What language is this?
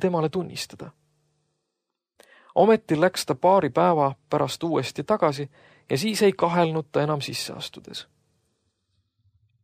Estonian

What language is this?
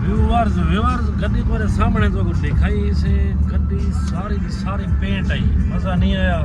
Saraiki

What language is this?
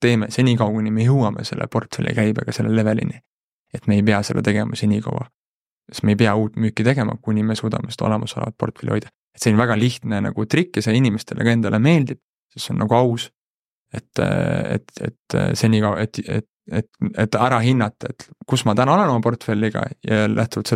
Estonian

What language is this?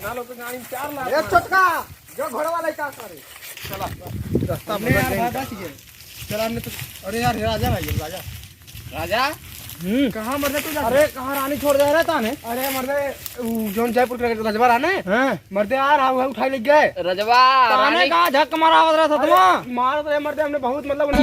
Bhojpuri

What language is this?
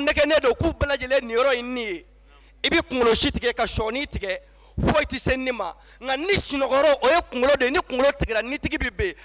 Bambara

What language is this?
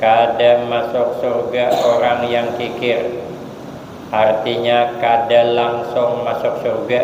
Banjar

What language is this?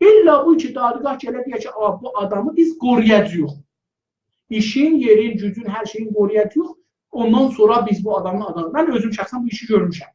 South Azerbaijani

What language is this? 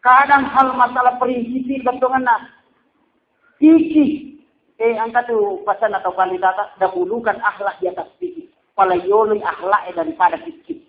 Buginese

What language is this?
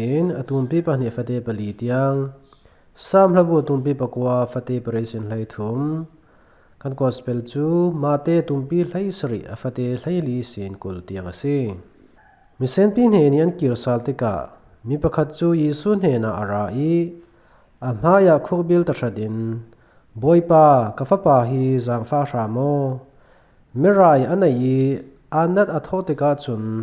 Falam Chin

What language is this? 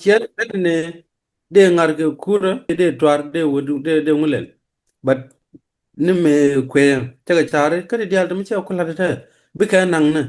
Nuer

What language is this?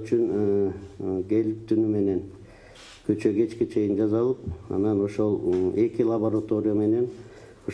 Kyrgyz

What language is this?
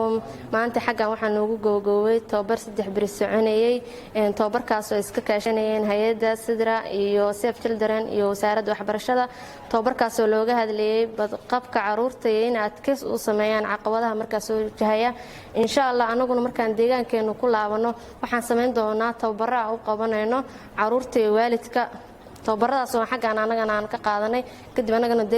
Somali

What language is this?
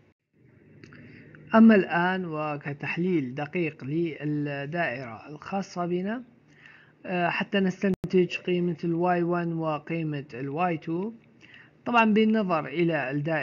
Arabic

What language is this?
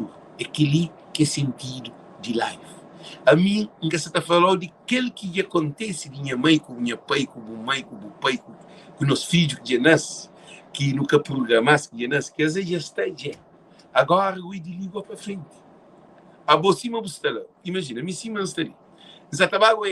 Kabuverdianu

